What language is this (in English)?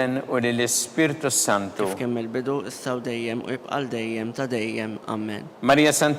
Maltese